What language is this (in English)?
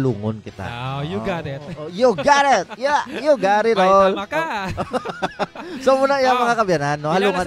Hiligaynon